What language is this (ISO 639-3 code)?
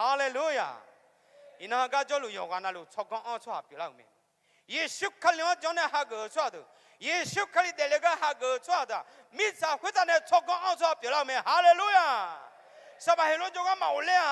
ahk